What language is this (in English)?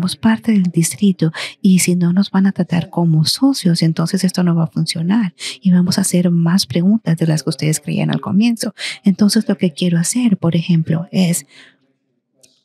Spanish